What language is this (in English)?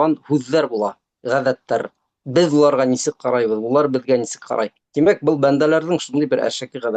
Bashkir